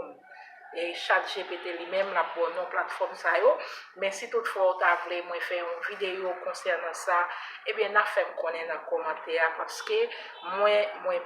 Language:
Haitian Creole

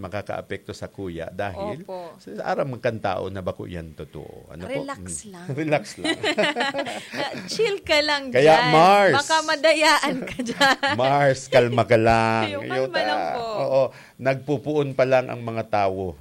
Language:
Bikol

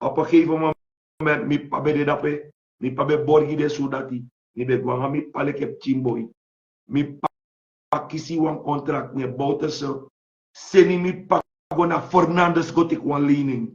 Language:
Sranan Tongo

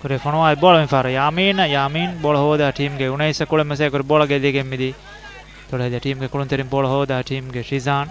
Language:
Divehi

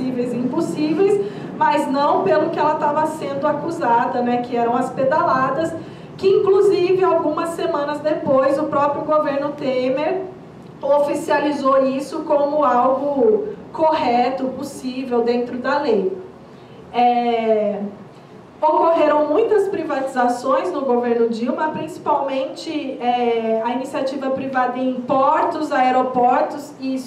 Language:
Portuguese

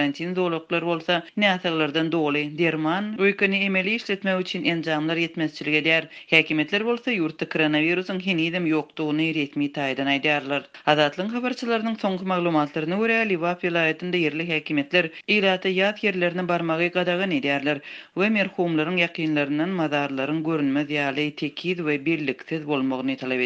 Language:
Turkmen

